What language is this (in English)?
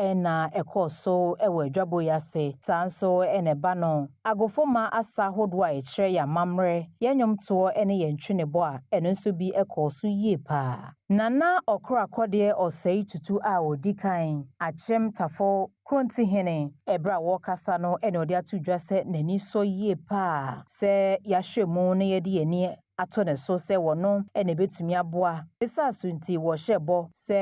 Akan